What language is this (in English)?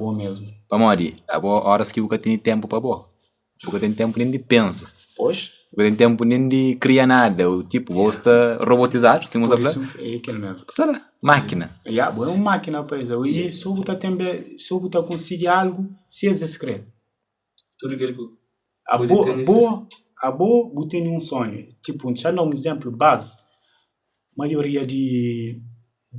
Kabuverdianu